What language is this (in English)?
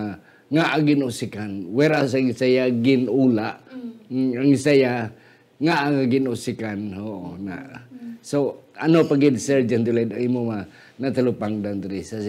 Hiligaynon